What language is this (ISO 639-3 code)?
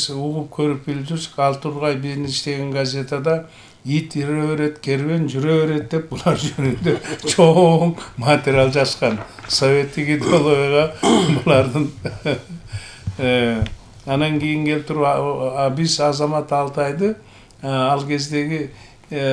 kir